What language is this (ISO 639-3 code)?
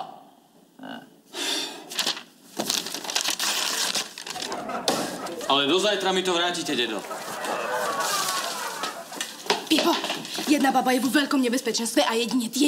slk